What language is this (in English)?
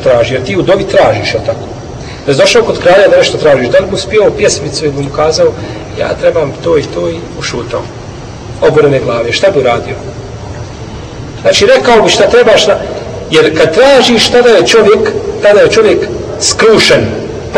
Bosnian